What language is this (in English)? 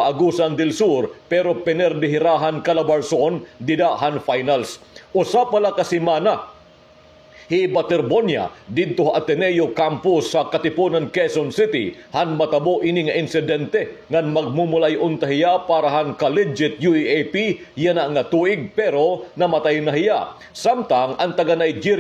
Waray